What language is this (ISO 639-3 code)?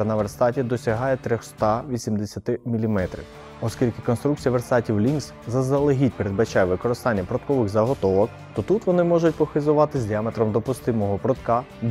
ukr